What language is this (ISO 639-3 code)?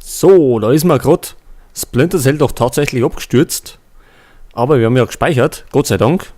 bar